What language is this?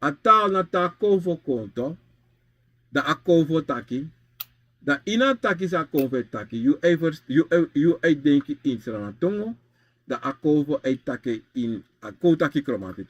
Sranan Tongo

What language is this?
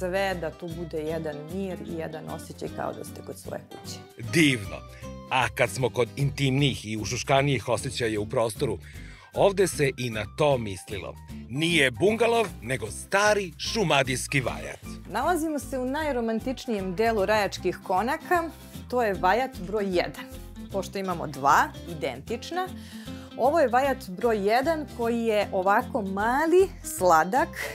Serbian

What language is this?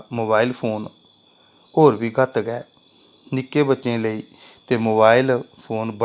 Dogri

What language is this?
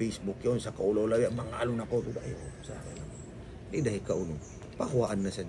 Tausug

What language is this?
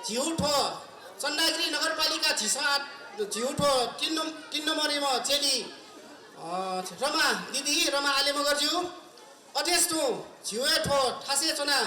Newari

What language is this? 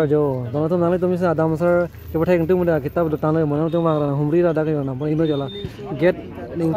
Karbi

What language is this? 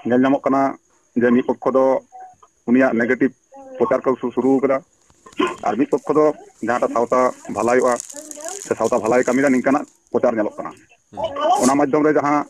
Santali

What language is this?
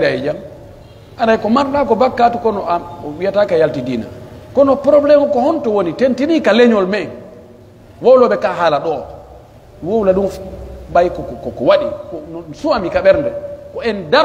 Pular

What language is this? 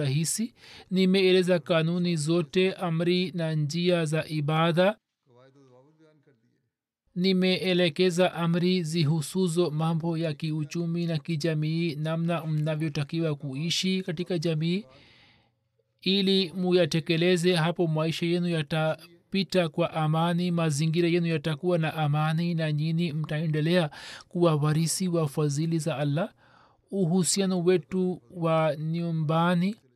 Swahili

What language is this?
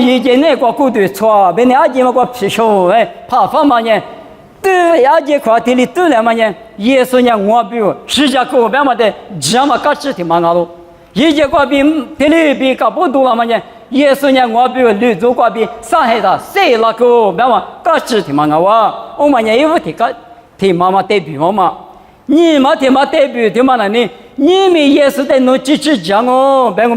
Lisu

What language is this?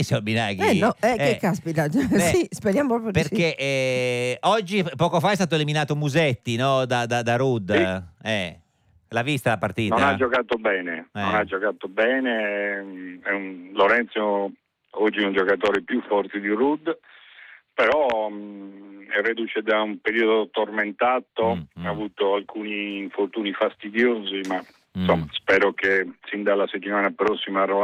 Italian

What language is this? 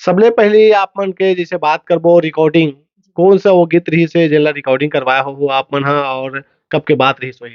Chhattisgarhi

